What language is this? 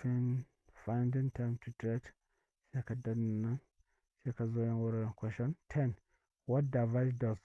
Hausa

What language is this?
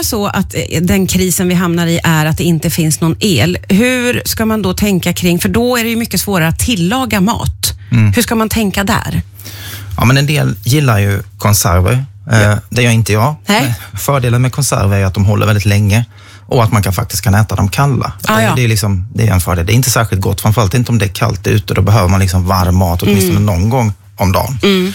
Swedish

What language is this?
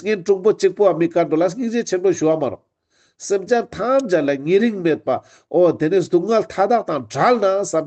Ladakhi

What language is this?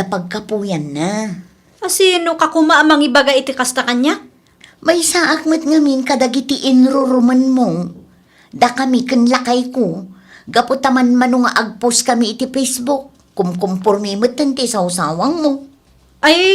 Iloko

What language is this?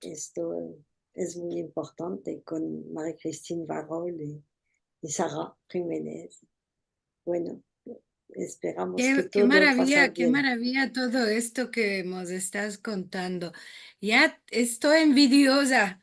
Ladino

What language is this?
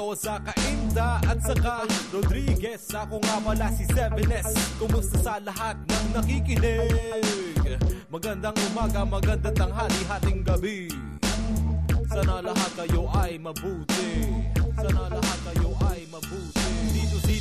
Filipino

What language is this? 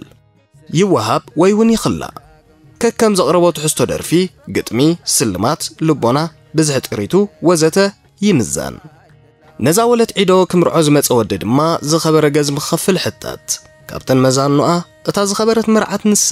Tigrinya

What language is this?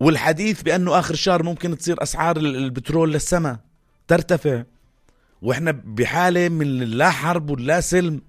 North Levantine Arabic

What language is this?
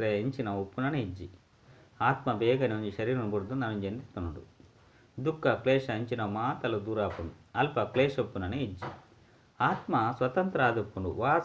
Tulu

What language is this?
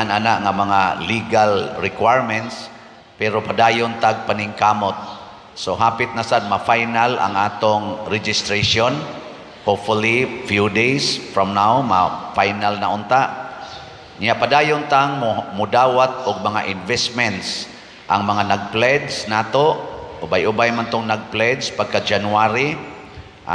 Cebuano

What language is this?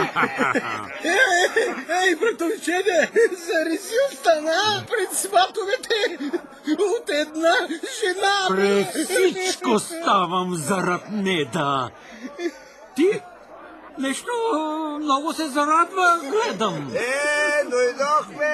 Bulgarian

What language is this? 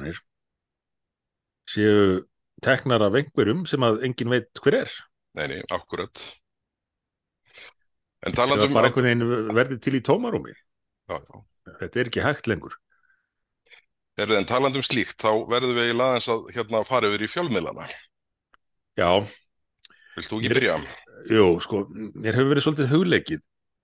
Icelandic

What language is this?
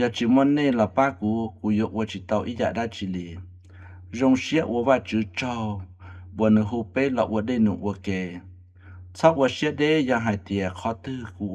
Hmong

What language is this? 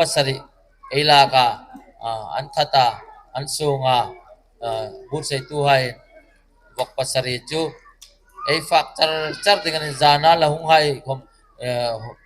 Hmar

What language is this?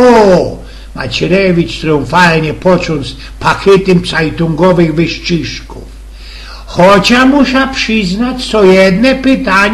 Silesian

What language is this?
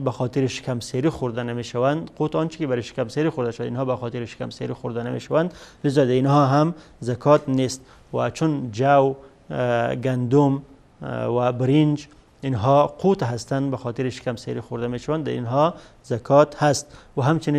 Persian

